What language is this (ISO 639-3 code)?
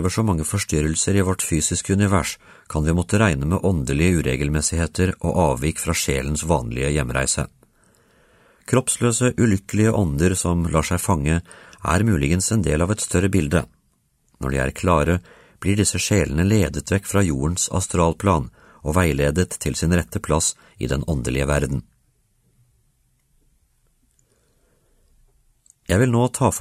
nor